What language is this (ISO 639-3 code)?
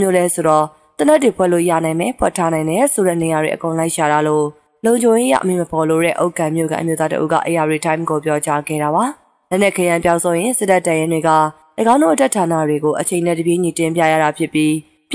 mya